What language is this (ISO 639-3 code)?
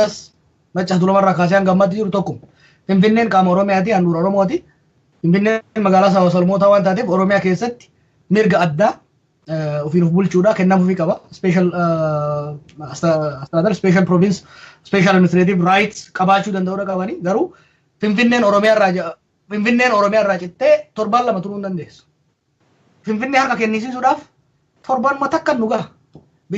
orm